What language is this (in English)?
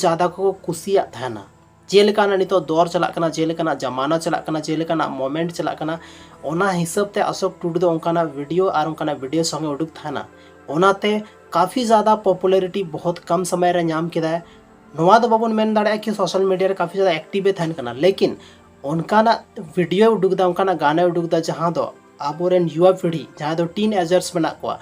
Santali